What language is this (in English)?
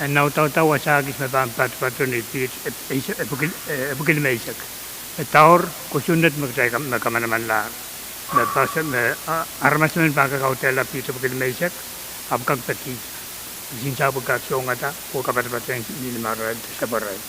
Pohnpeian